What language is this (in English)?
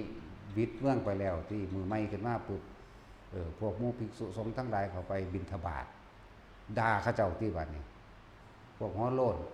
Northeastern Thai